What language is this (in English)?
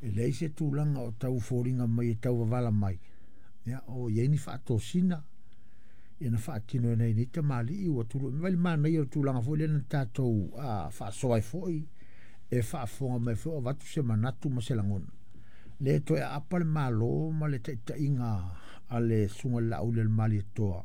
Samoan